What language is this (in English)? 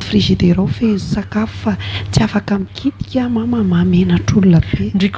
Malagasy